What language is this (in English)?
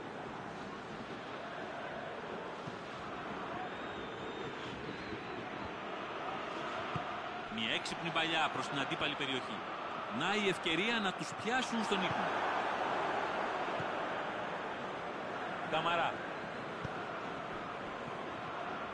Greek